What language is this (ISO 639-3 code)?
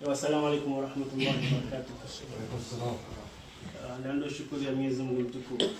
zdj